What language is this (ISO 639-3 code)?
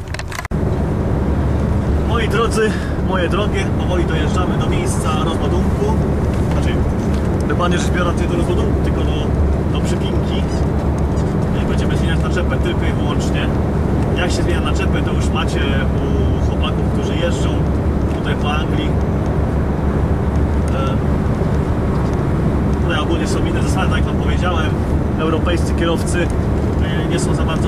pol